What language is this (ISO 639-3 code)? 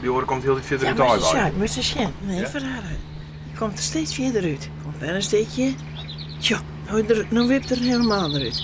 fry